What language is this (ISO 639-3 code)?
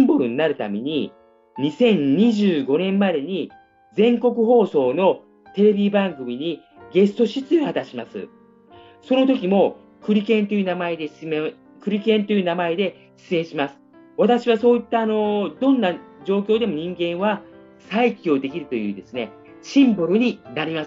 jpn